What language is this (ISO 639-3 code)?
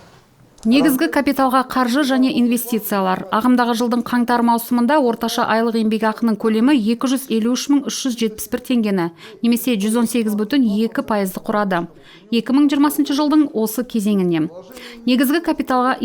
kaz